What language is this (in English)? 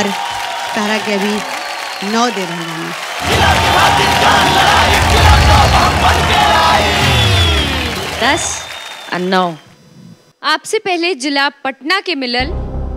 Bhojpuri